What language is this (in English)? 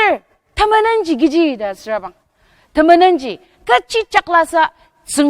Ao Naga